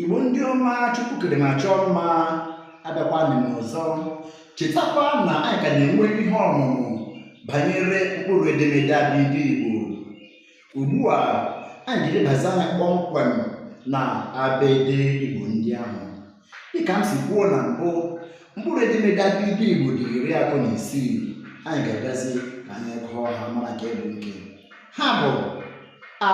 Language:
Igbo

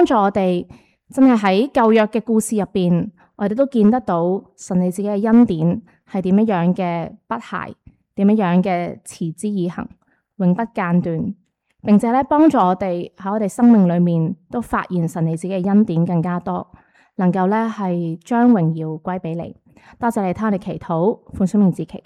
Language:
Cantonese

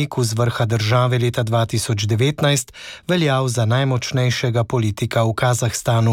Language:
Slovenian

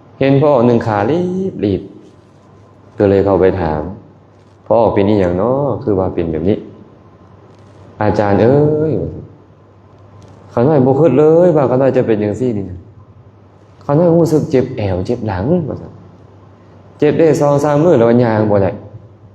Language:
Lao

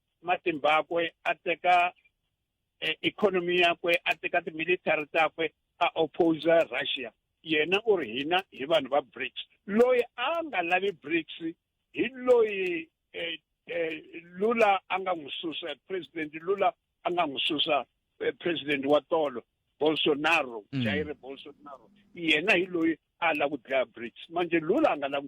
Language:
Tsonga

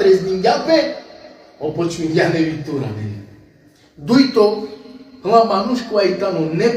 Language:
Balkan Romani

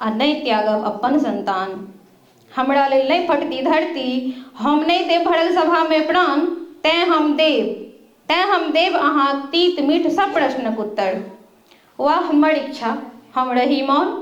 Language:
Maithili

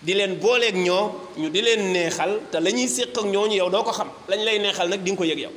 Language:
Wolof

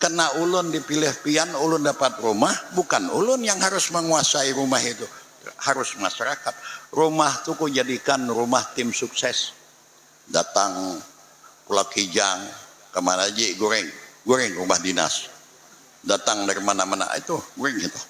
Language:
Banjar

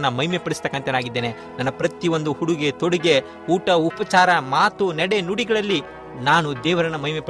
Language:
Kannada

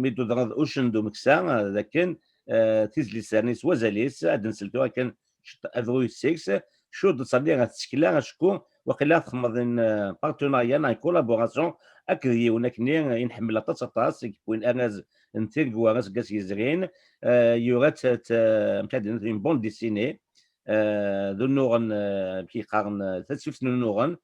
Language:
Kabyle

